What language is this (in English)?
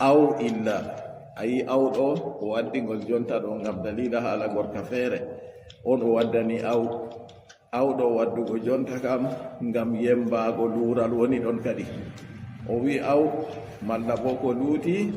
Fula